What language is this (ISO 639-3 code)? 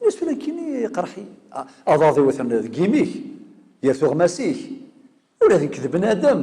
kab